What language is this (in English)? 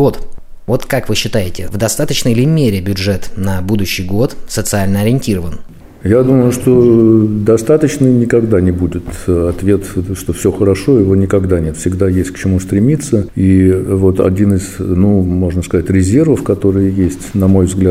Russian